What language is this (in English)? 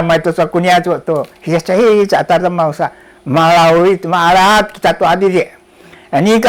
Sakizaya